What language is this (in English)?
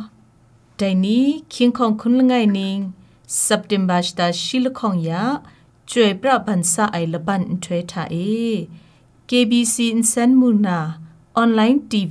Kachin